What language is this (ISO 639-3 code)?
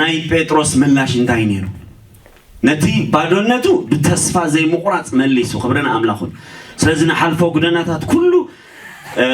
tir